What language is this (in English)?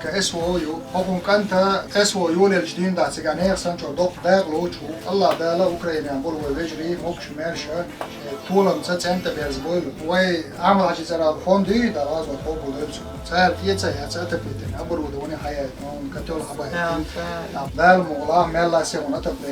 Chechen